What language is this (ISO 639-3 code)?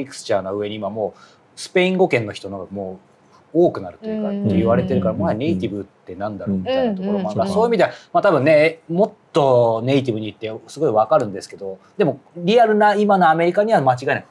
jpn